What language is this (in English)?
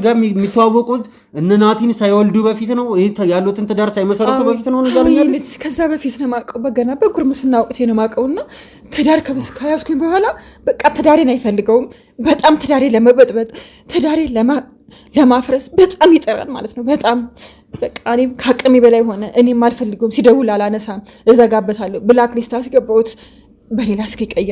Amharic